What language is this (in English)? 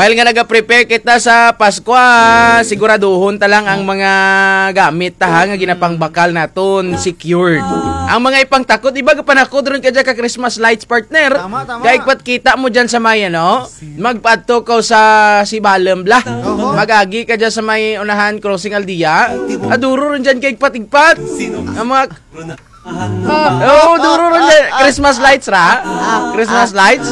Kinaray-a